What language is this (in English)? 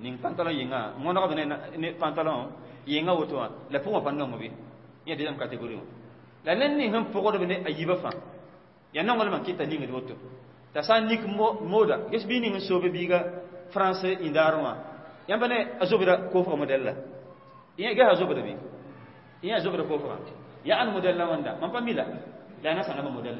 Mossi